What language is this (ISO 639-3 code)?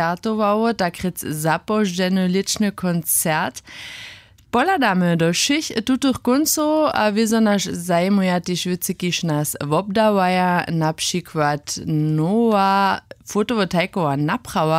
hsb